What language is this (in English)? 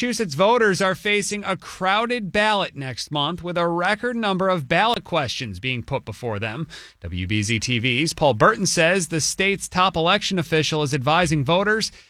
English